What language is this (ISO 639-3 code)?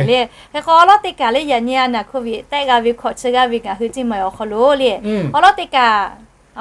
lhu